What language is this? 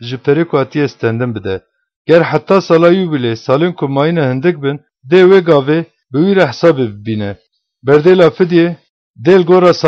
Kurdish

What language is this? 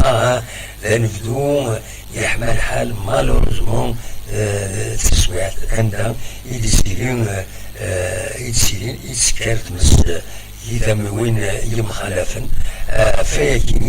Kabyle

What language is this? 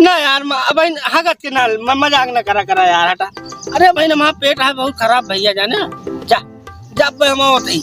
Awadhi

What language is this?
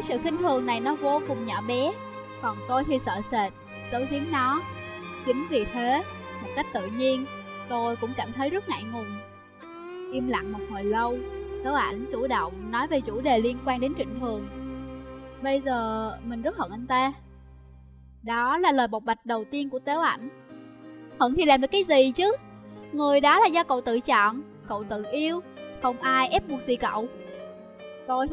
Vietnamese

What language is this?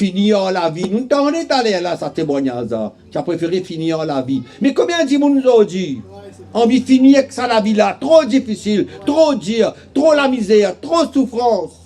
Morisyen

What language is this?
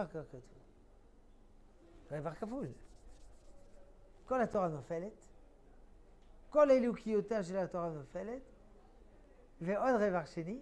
Hebrew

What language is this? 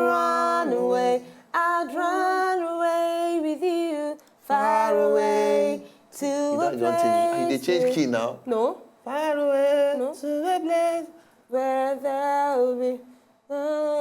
Nigerian Pidgin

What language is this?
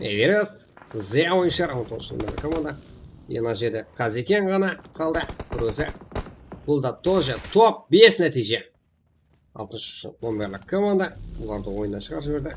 Kara-Kalpak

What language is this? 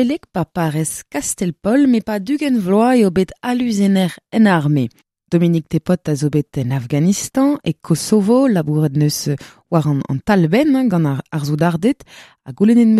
Breton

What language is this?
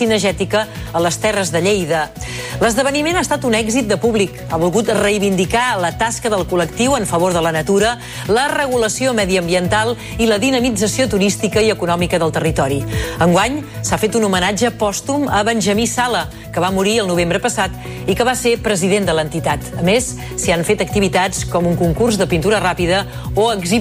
Catalan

